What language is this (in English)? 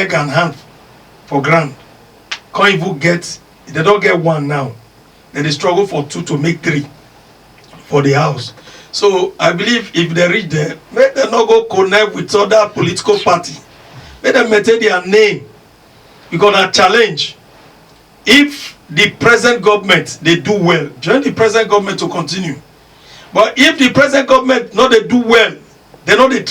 Nigerian Pidgin